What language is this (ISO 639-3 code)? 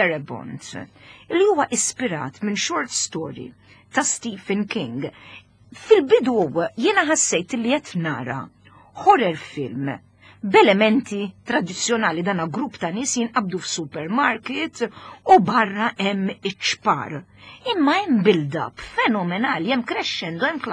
mlt